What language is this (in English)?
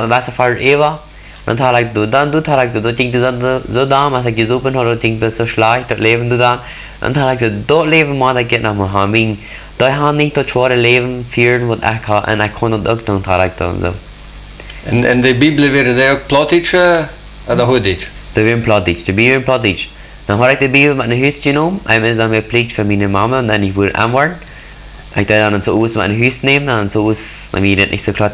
Plautdietsch